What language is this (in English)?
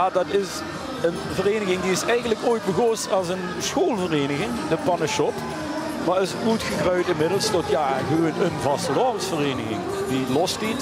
Limburgish